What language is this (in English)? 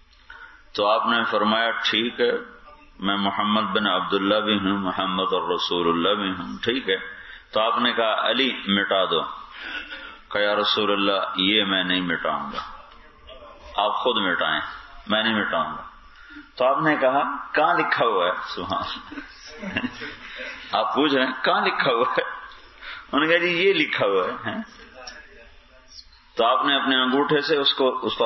Urdu